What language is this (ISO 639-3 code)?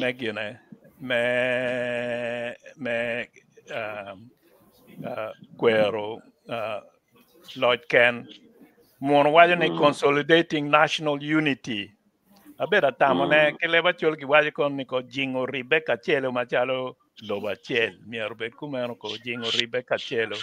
ach